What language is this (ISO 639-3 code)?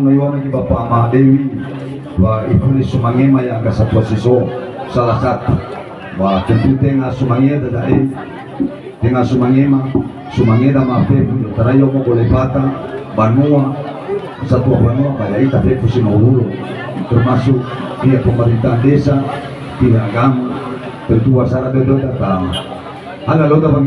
nia